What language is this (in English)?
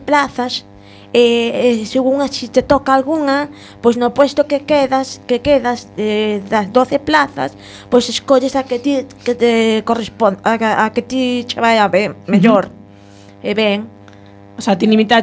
Galician